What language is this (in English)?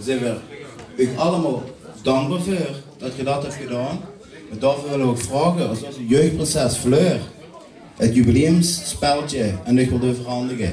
Limburgish